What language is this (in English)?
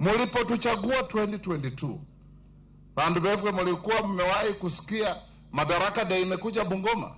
Luo (Kenya and Tanzania)